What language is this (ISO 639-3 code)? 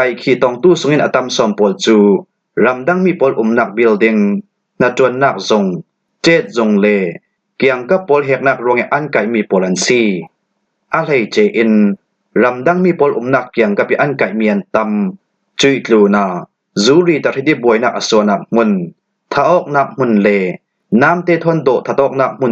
cfm